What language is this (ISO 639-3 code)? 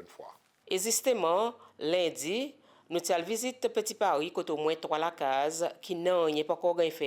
crs